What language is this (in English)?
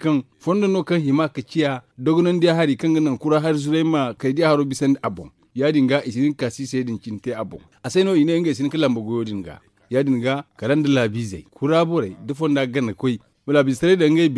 Zarma